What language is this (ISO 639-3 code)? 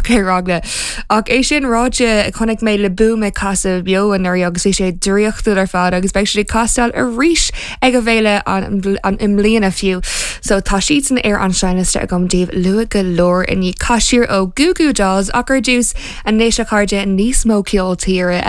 gle